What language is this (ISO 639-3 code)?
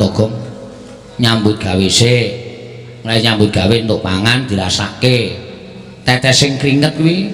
jav